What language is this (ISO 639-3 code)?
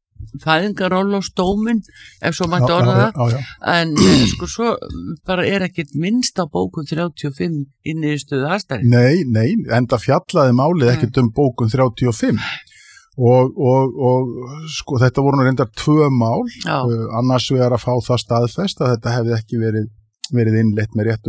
isl